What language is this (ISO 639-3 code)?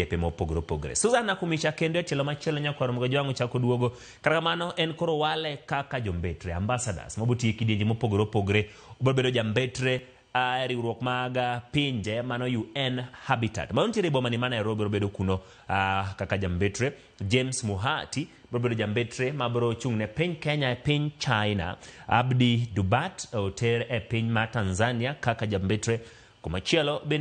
luo